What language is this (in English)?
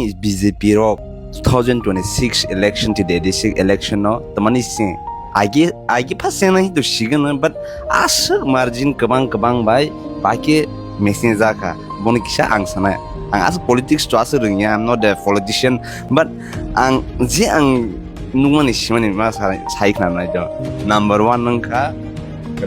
Kok Borok